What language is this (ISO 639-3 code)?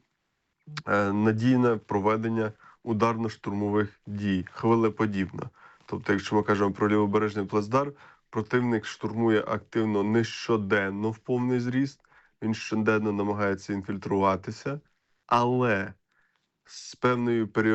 ukr